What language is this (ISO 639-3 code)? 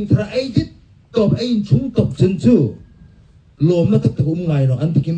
hmr